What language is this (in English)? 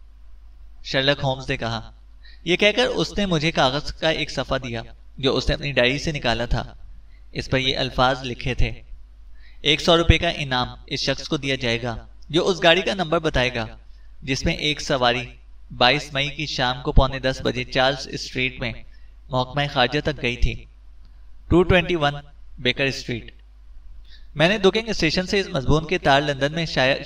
Urdu